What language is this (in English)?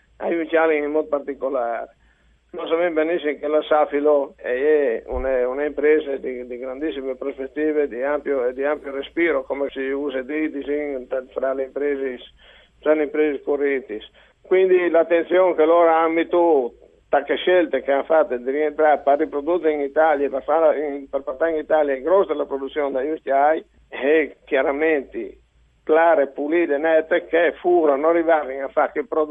Friulian